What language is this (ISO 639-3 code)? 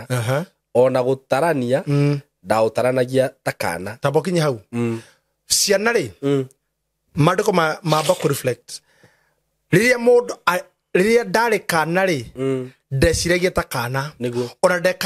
kik